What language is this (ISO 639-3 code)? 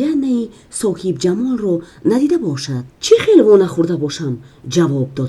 tgk